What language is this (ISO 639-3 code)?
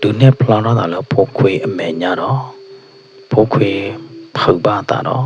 ksw